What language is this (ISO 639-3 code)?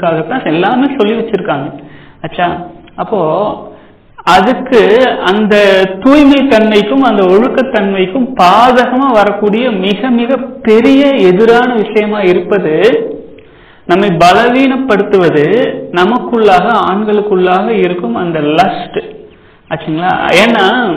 tam